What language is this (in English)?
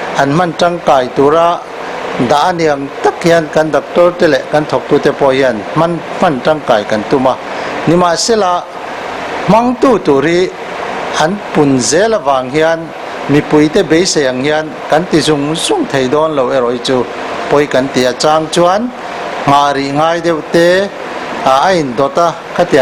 Mizo